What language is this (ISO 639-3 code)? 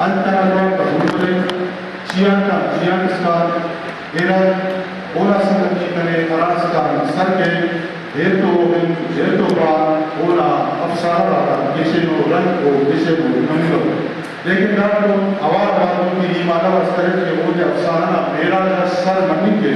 brh